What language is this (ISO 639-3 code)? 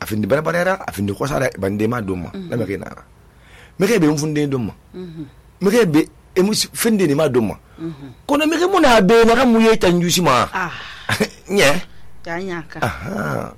sus